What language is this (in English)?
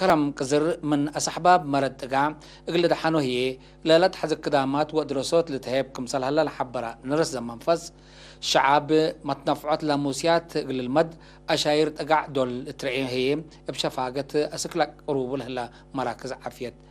Tigre